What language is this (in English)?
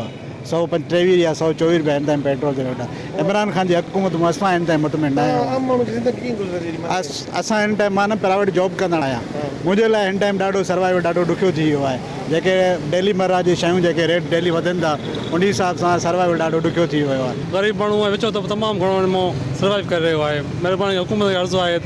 Sindhi